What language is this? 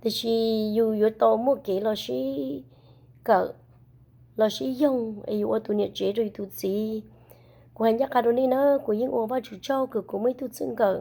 Hmong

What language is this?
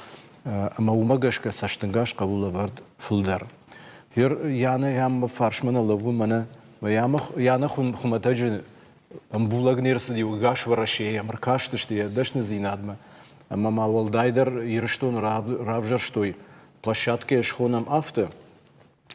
Ossetic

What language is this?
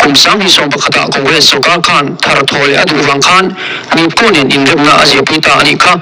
Mizo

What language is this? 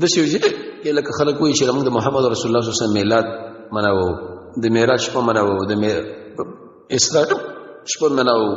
Pashto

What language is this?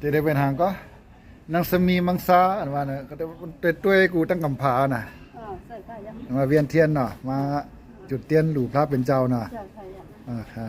Shan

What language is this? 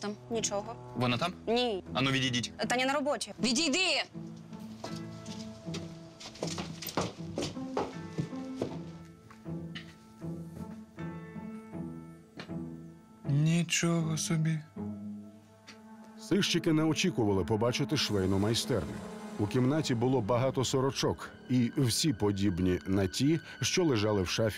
Ukrainian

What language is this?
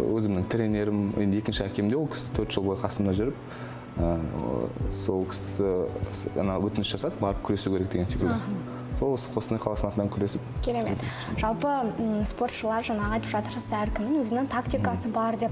Kazakh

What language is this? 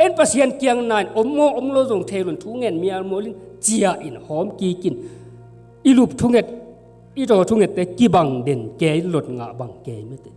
Tedim Chin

